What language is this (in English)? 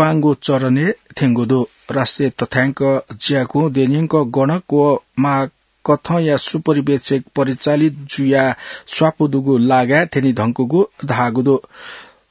Newari